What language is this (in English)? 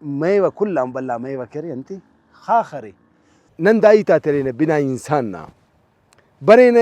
Brahui